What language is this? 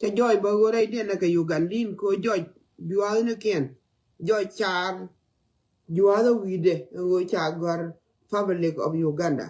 Nuer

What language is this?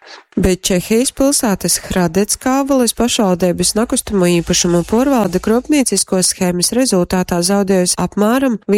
Latgalian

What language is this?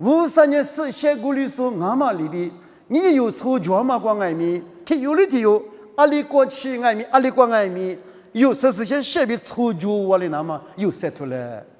Lisu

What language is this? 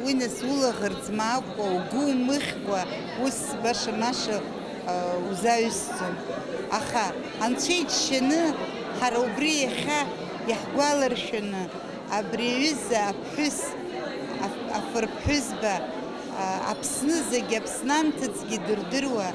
Abkhazian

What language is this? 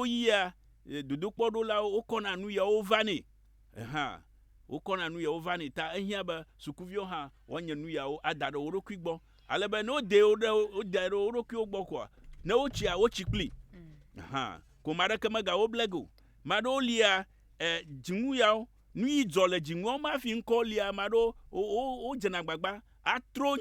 Ewe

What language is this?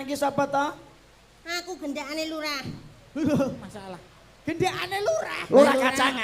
Javanese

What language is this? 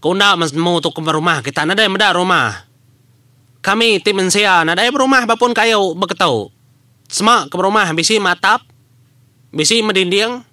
Iban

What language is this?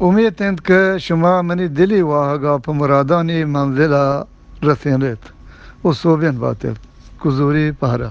Eastern Balochi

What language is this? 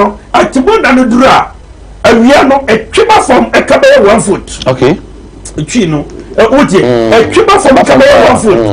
Akan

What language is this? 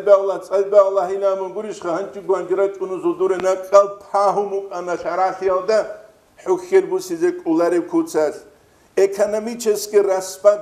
Avaric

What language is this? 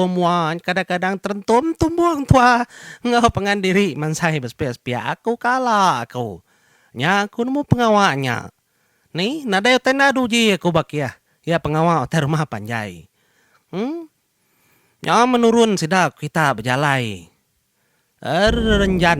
Iban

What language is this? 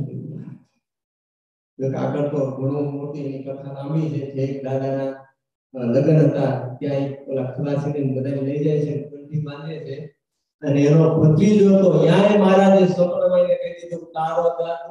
Gujarati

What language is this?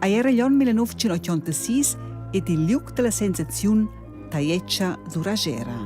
Romansh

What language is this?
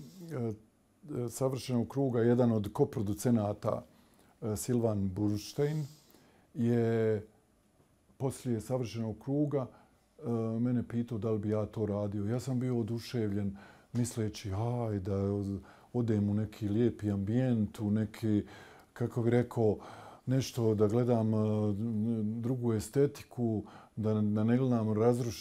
Bosnian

